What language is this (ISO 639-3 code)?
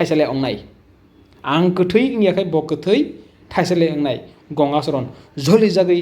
trp